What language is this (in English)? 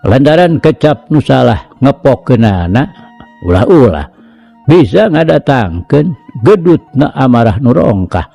Sundanese